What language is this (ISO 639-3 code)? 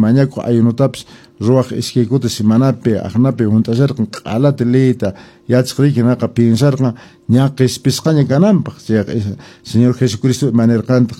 que